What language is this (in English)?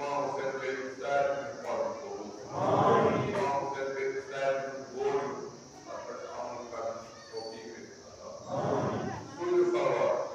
Kashmiri